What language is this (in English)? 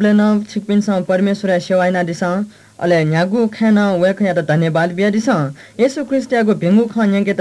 Newari